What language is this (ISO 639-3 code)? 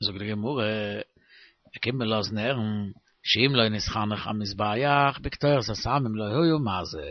yid